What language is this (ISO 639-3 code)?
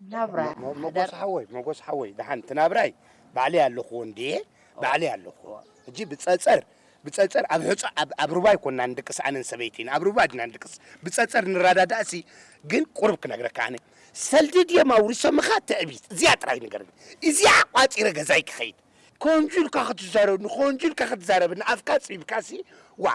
tir